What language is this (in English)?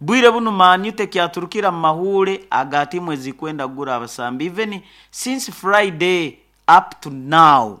Nyoro